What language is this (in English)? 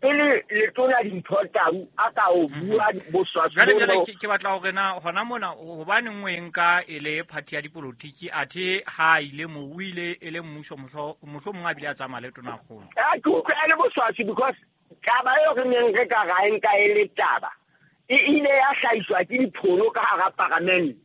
Southern Sotho